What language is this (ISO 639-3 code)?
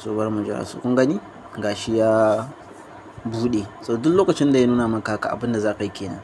hau